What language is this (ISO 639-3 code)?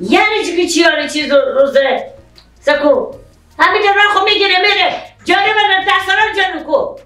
fas